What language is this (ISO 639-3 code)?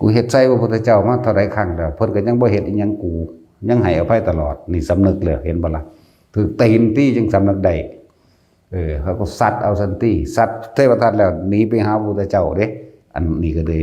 tts